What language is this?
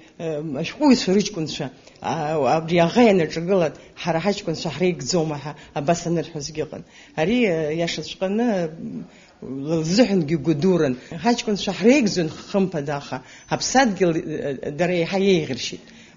Abkhazian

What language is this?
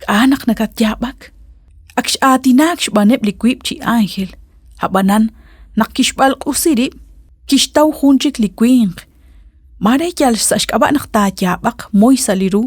Kekchí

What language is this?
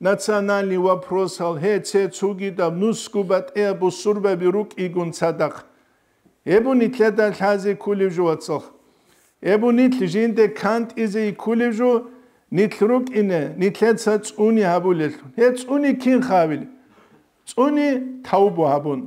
Avaric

